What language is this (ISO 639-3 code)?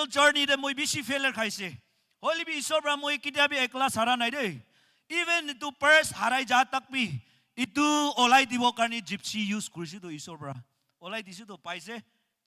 nag